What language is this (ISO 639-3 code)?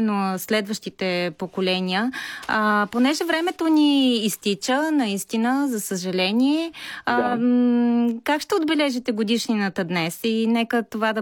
bul